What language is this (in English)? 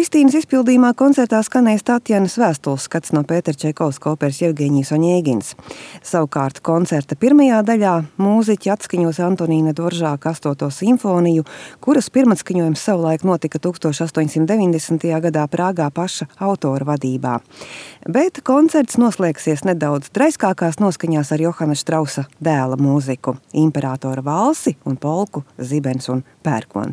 Latvian